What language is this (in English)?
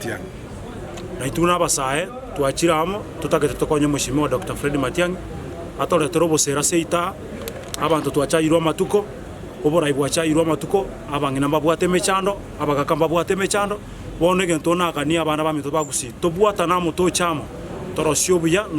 Gusii